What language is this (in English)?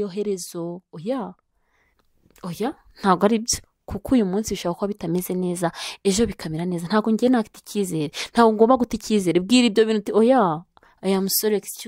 Kinyarwanda